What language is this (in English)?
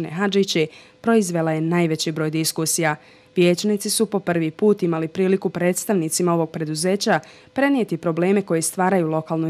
Bosnian